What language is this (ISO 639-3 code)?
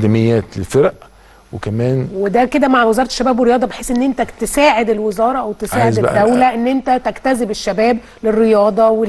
arz